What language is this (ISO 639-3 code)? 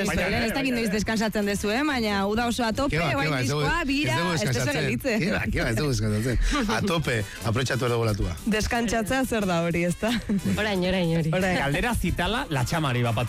eus